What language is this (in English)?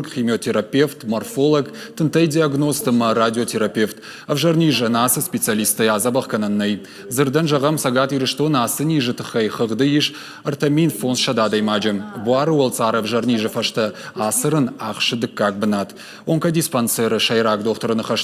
Ossetic